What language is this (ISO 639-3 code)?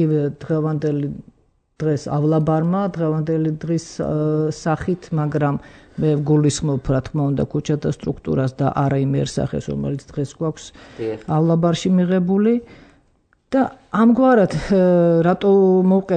kat